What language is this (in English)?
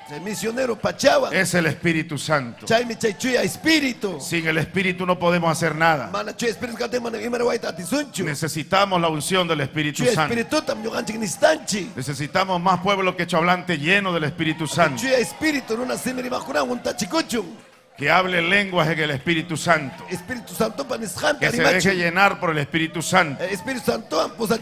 Ayacucho Quechua